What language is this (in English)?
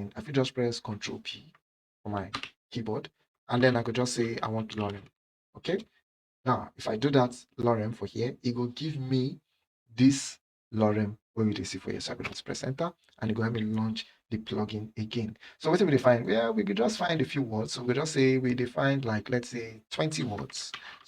Nigerian Pidgin